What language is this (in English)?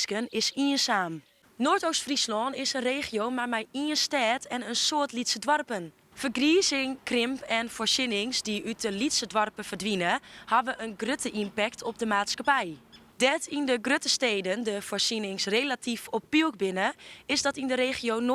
Western Frisian